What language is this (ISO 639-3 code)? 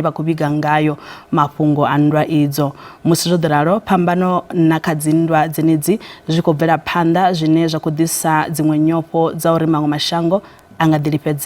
ven